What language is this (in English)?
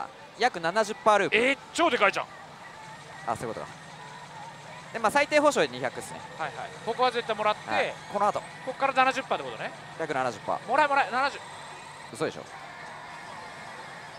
Japanese